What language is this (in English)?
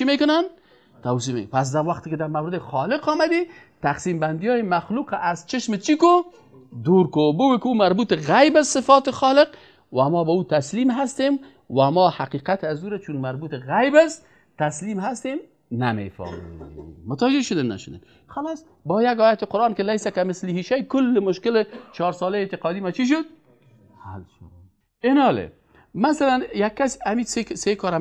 Persian